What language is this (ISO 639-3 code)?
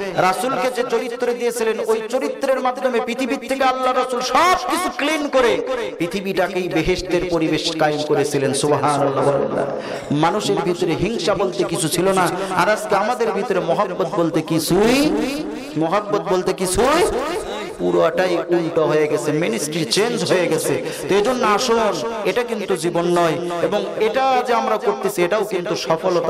ben